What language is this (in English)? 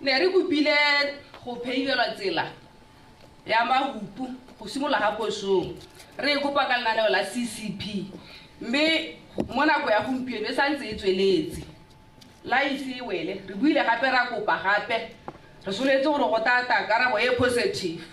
Tswana